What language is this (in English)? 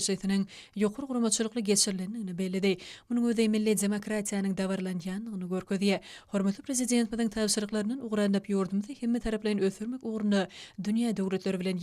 Turkmen